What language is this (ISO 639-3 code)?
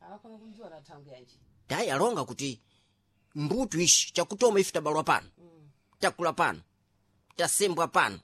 seh